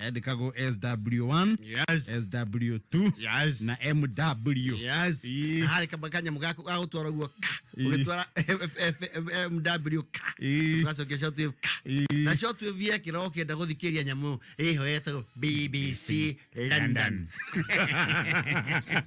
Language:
Kikuyu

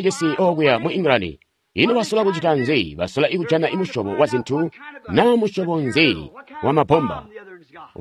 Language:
Tonga (Zambia)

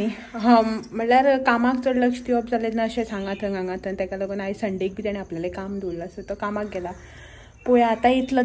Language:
Konkani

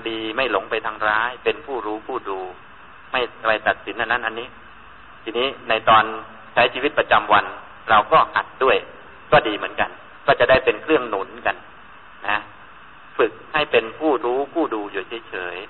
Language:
Thai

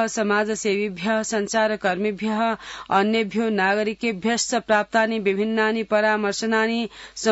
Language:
Sanskrit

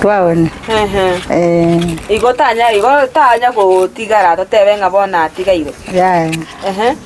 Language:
Gusii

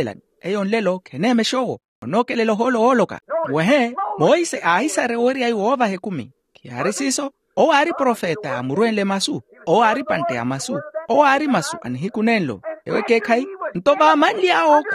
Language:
Makhuwa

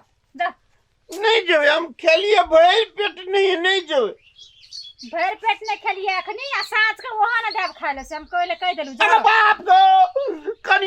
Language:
Maithili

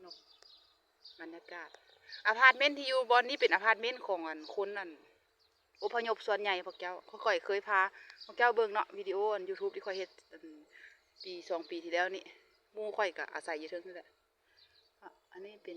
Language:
Lao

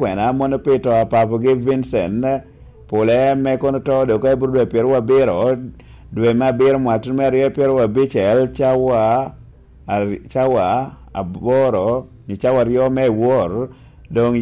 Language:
Lango (Uganda)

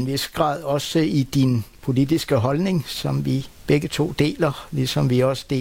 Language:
Danish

